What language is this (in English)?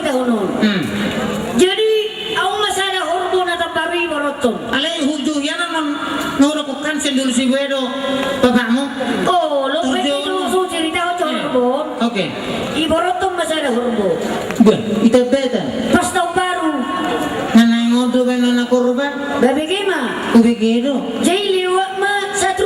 Batak Toba